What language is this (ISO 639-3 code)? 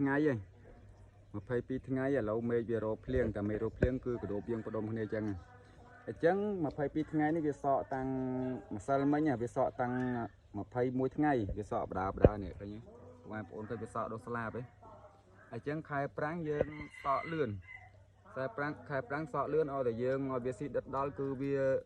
khm